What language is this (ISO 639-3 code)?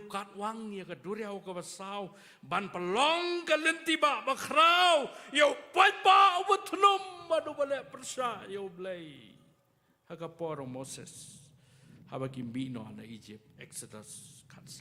kha